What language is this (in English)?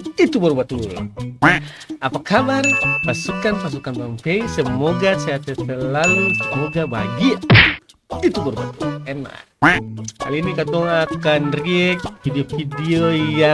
Ambonese Malay